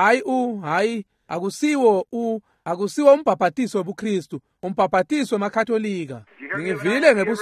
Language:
Swati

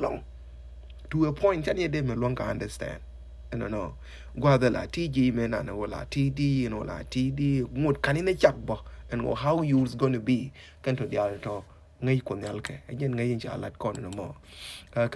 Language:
Nuer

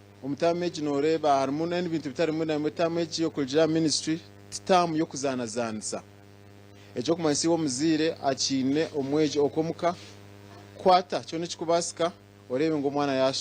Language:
Nyankole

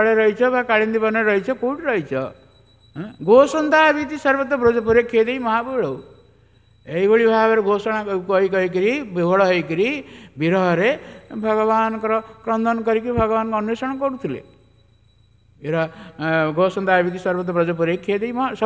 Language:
Odia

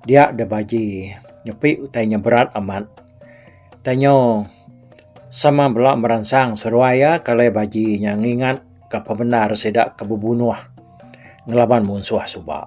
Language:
Iban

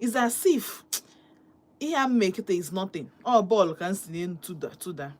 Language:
Igbo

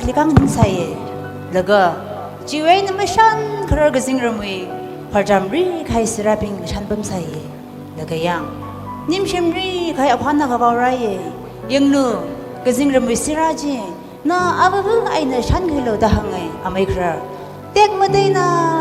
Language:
Tangkhul Naga (India)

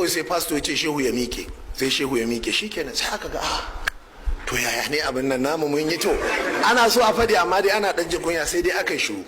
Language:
Hausa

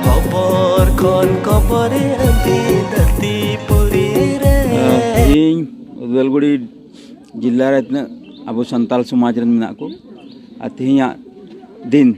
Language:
Santali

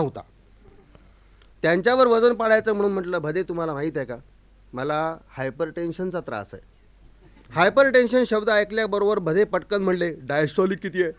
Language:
Marathi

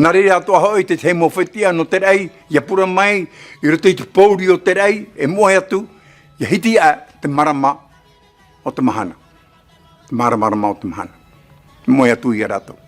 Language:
Tahitian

